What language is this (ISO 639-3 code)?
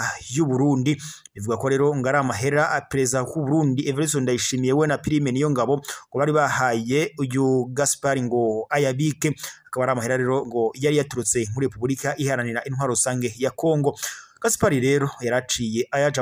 run